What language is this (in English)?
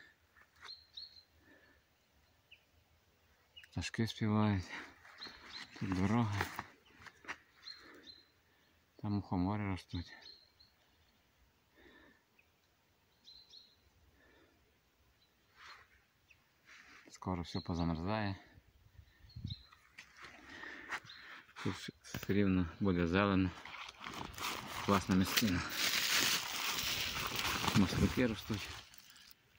Ukrainian